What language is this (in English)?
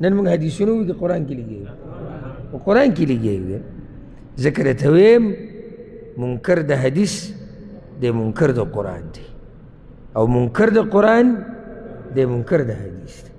Pashto